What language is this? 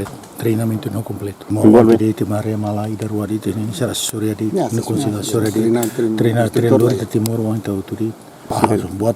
Tetum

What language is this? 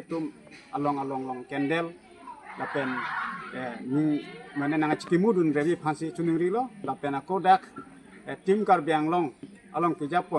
Karbi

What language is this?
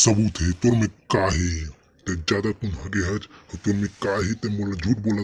Chhattisgarhi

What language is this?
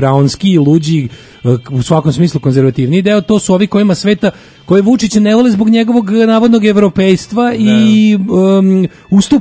Serbian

